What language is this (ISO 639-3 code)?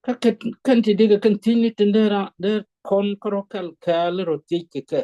nus